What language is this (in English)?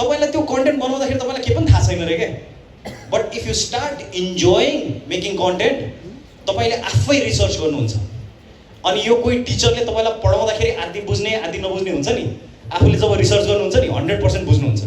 Nepali